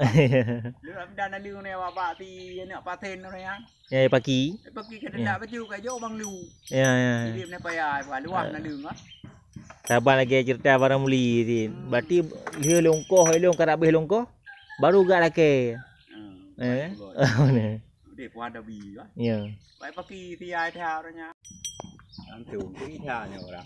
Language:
Achinese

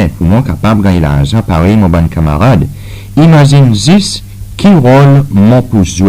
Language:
Seselwa Creole French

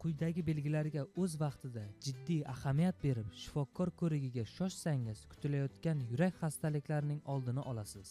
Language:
Uzbek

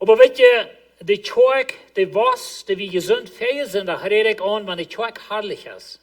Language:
Plautdietsch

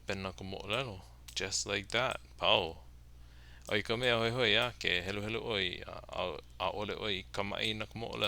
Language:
Hawaiian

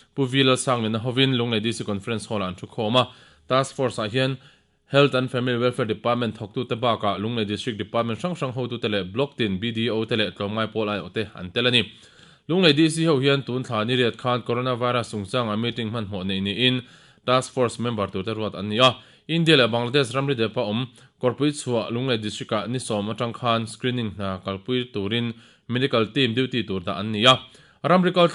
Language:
Mizo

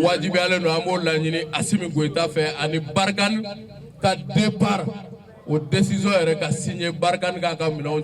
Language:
Bambara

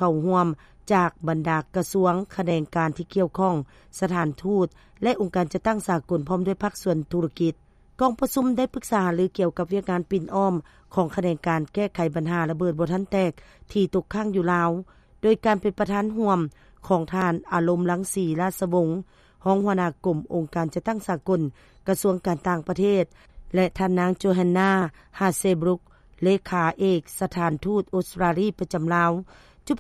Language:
Lao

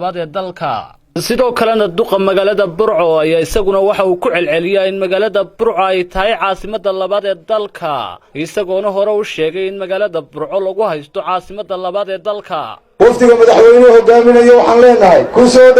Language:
Somali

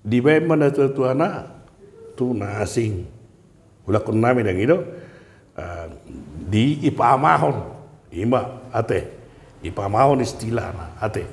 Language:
Batak Toba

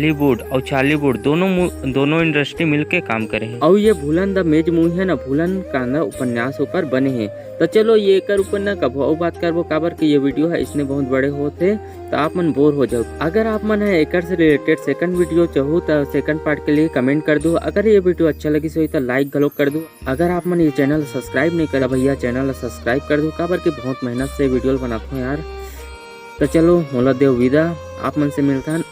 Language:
Chhattisgarhi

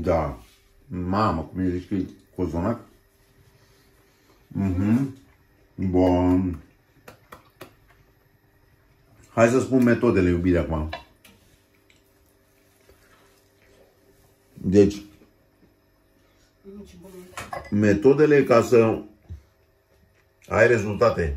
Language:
Romanian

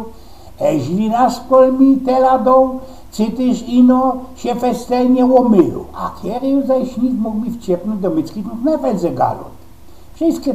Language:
Silesian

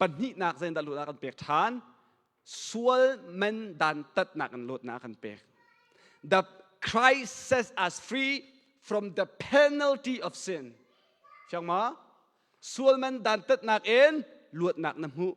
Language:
Hakha Chin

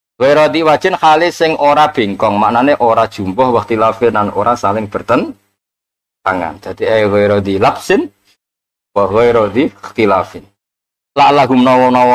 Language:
Javanese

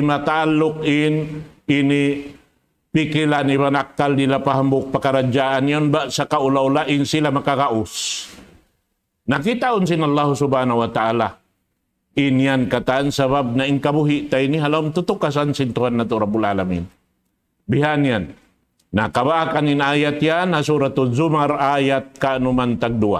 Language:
Tausug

